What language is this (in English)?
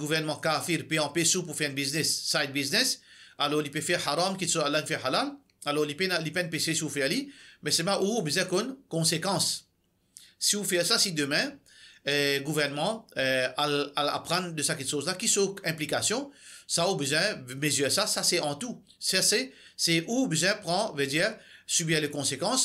Morisyen